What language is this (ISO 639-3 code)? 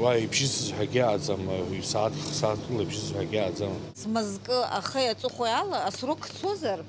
abk